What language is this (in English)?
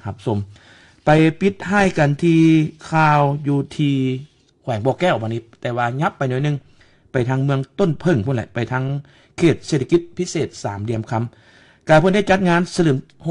Lao